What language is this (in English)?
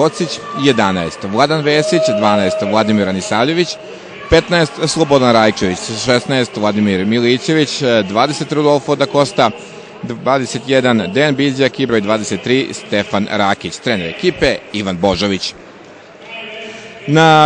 Serbian